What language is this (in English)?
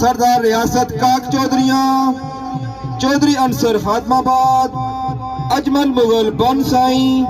Pahari-Potwari